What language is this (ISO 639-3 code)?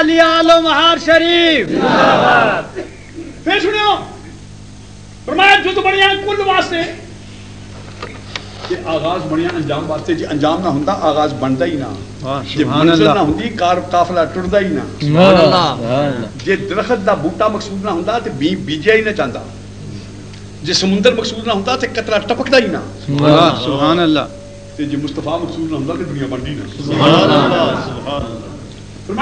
lah